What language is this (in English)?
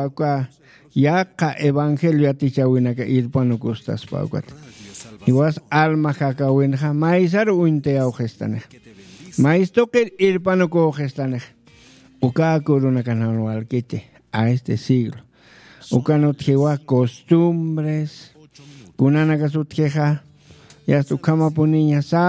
Aymara